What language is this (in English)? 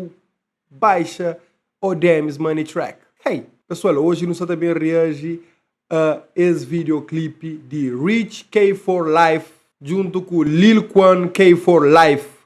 Kabuverdianu